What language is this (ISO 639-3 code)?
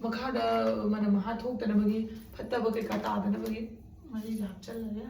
mni